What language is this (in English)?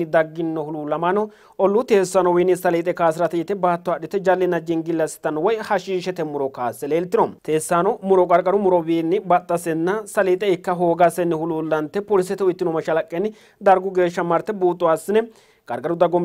Sidamo